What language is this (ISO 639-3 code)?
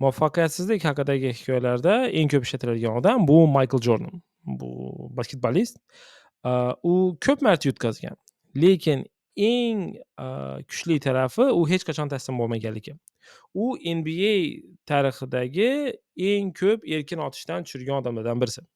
uzb